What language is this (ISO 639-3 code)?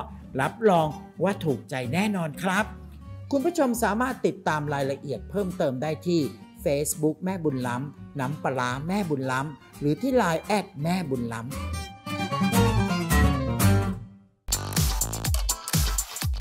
tha